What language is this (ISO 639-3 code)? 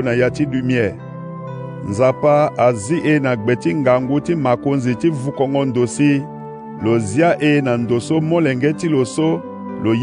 sag